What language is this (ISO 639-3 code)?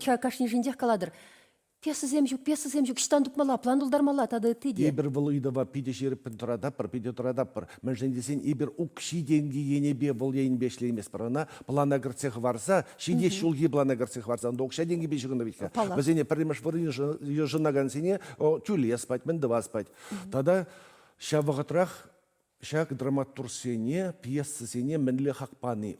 chv